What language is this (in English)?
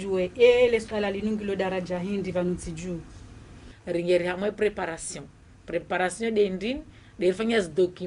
Ngazidja Comorian